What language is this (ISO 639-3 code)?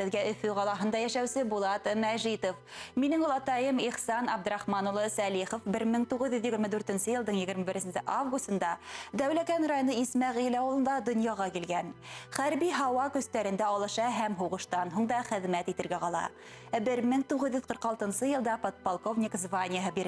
bak